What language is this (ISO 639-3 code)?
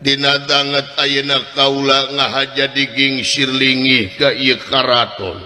sun